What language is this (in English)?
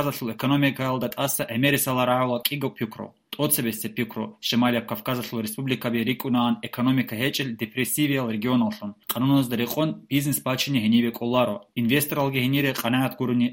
Avaric